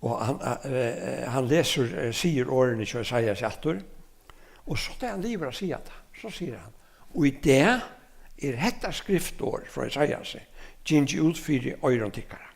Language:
Faroese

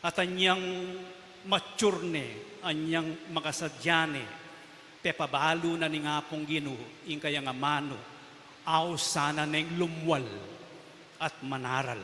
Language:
Pampanga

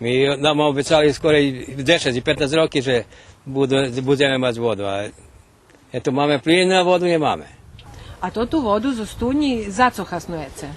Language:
Rusyn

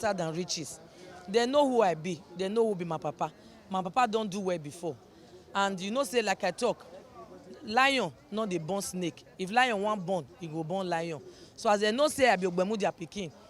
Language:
Nigerian Pidgin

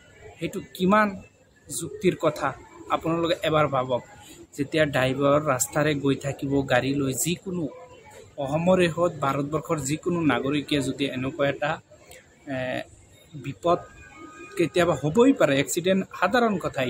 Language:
Assamese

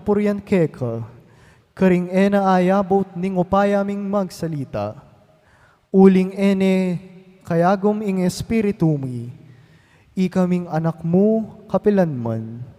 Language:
Pampanga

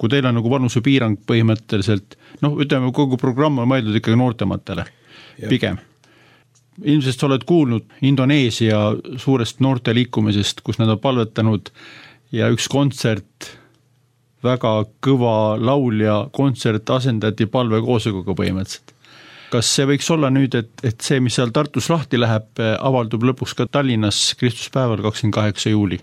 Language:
Estonian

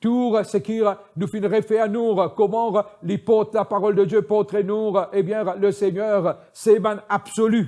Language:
Morisyen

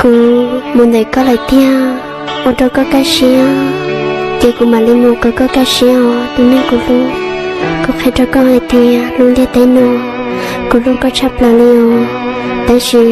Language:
Hmong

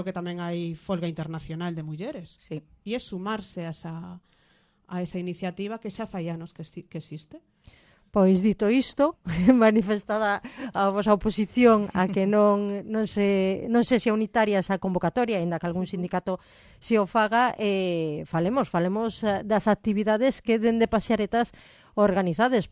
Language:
Galician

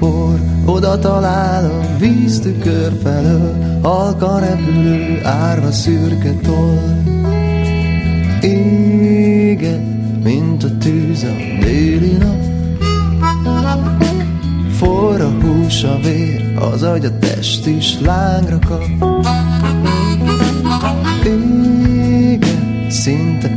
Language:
Hungarian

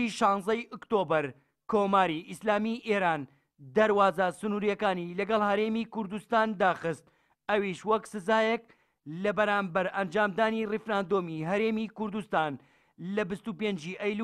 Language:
Central Kurdish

